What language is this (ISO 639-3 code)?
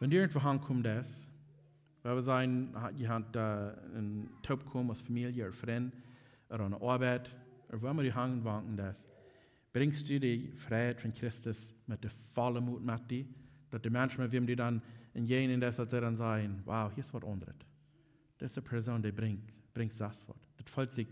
pdt